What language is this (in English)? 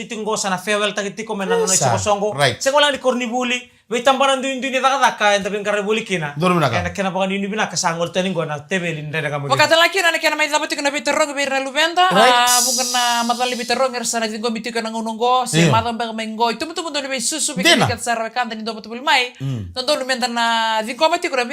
Fijian